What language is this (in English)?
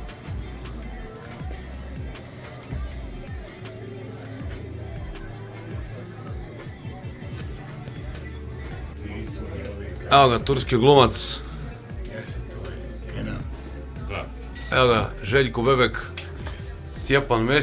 Croatian